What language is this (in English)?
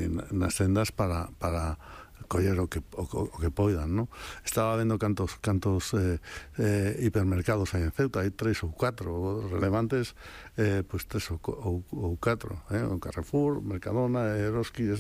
Galician